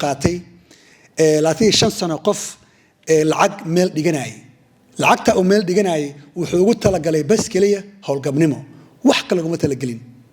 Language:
Somali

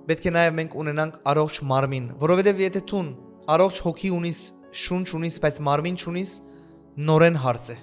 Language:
Western Armenian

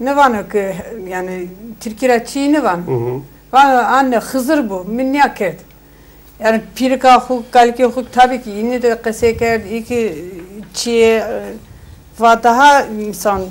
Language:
Zaza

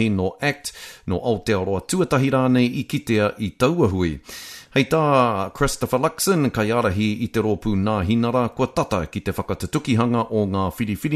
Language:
Māori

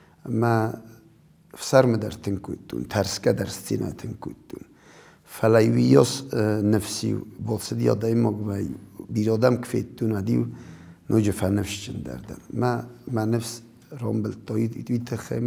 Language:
Ossetic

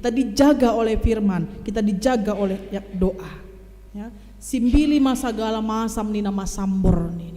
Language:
Batak Simalungun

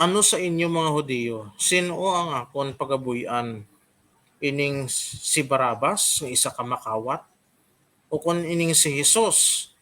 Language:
Hiligaynon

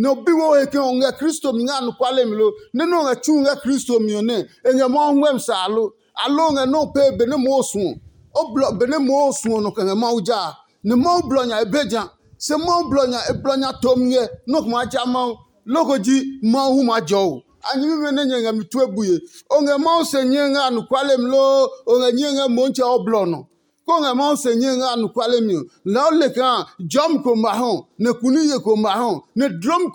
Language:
Adangme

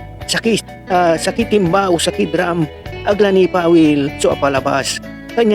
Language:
Pangasinan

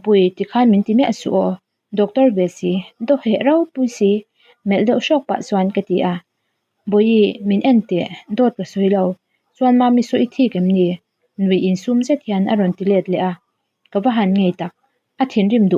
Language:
Mizo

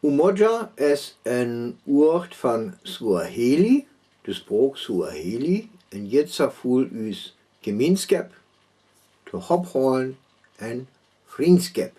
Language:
Northern Frisian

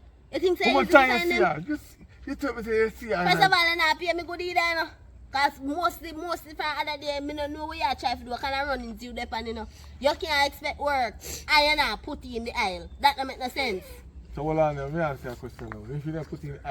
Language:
Jamaican Creole English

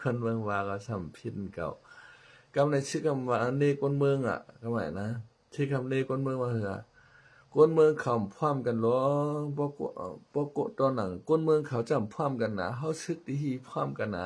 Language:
Shan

